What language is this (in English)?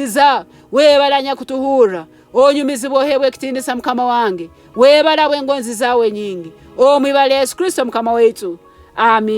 Nyoro